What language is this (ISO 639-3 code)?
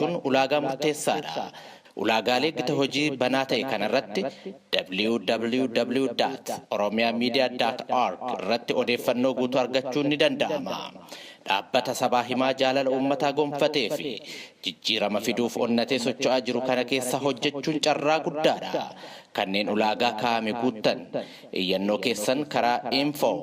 orm